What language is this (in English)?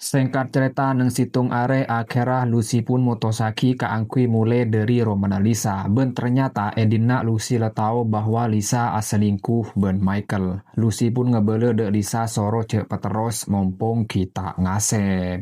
Madurese